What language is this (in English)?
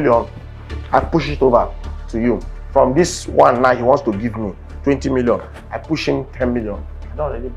Nigerian Pidgin